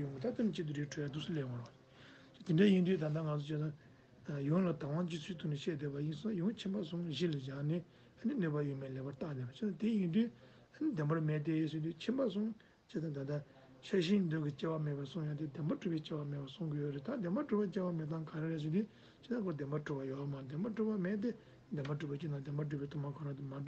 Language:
Tibetan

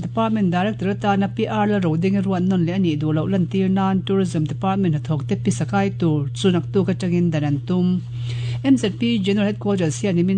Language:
Mizo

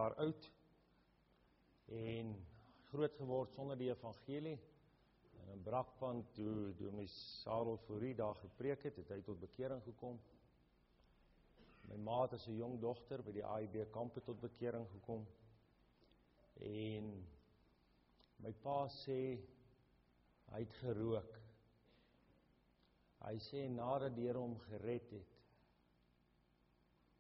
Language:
Afrikaans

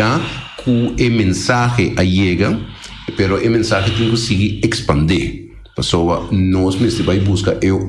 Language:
Papiamento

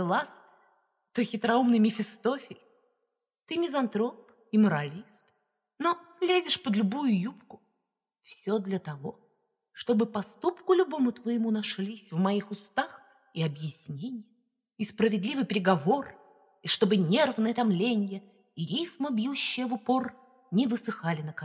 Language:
Russian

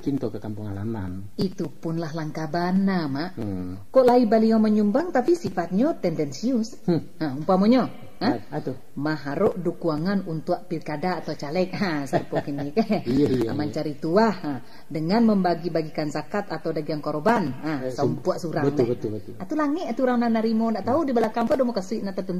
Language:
Minangkabau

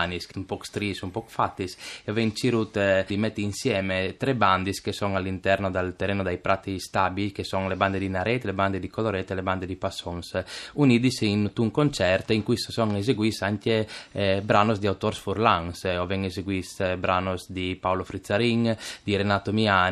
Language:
Friulian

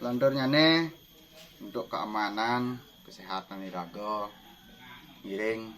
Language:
Balinese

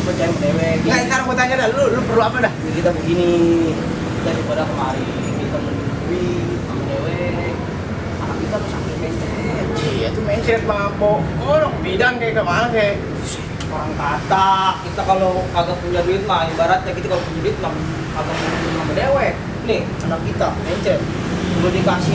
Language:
Betawi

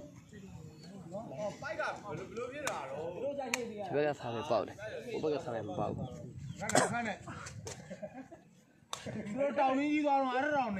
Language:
Burmese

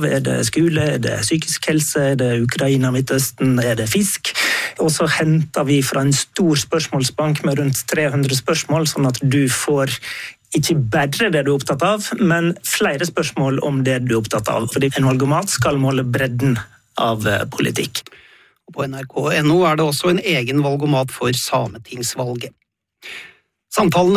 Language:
Norwegian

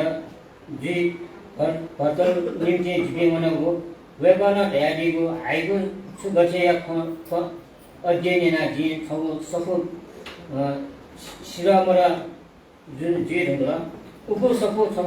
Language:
Newari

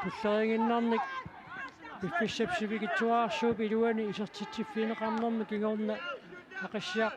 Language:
Kalaallisut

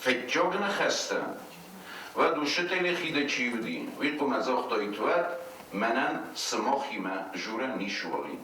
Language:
Ossetic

